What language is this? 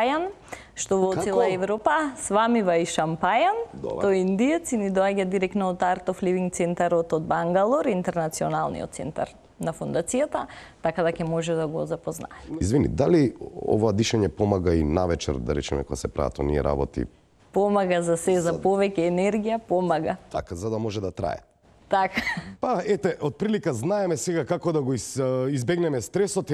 Macedonian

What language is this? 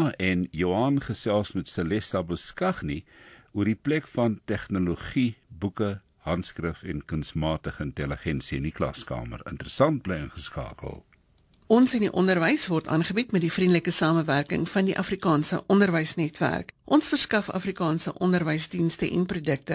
Afrikaans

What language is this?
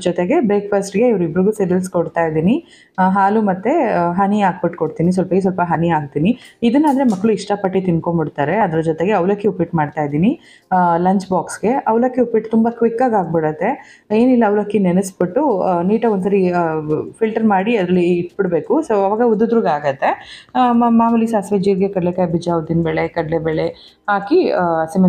Kannada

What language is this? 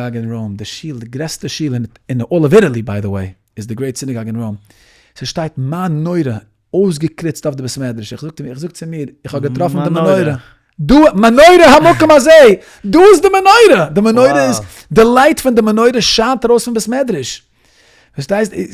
Yiddish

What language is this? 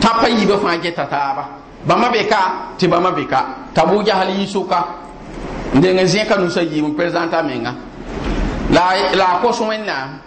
Mossi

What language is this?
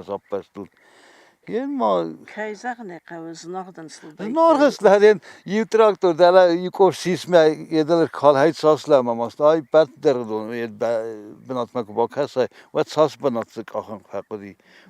Ossetic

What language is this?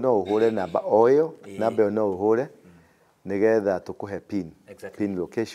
Kikuyu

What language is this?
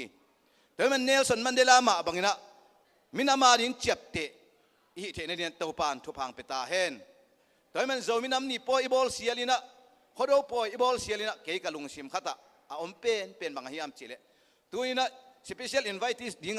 Tedim Chin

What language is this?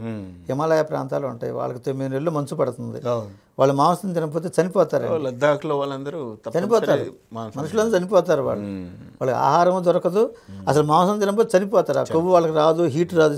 Telugu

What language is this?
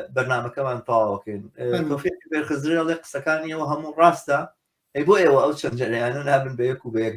Central Kurdish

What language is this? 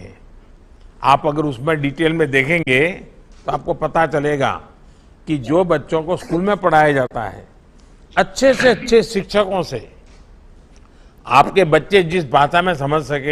Hindi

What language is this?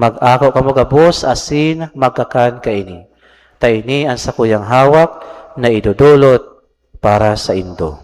Bikol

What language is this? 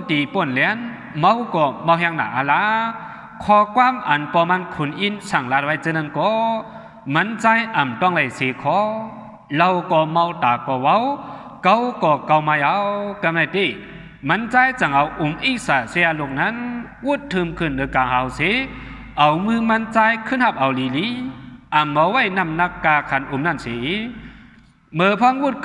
Shan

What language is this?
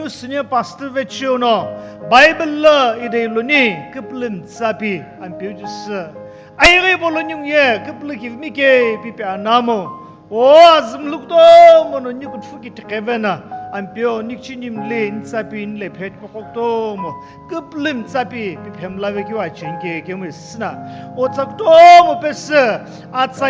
Sumi Naga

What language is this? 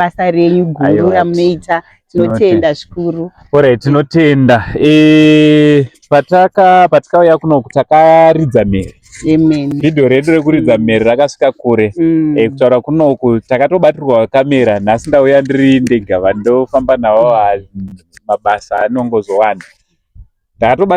Shona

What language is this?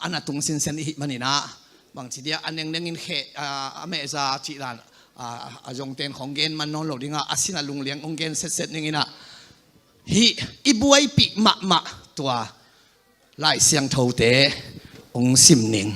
Tedim Chin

